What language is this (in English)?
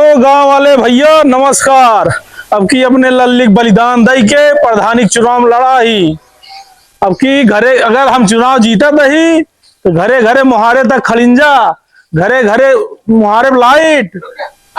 Awadhi